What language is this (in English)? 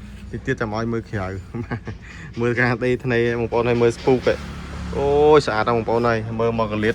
Khmer